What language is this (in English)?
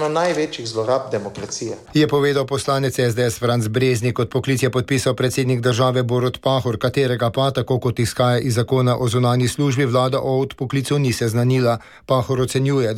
Slovenian